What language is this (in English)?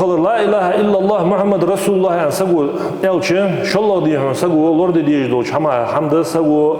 Ingush